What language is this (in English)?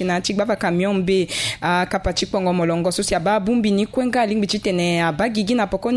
Sango